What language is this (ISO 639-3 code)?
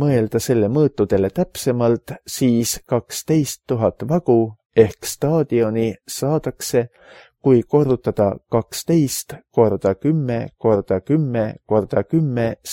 est